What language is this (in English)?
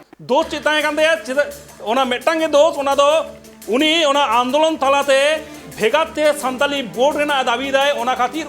Santali